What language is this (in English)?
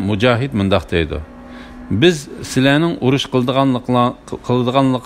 Uyghur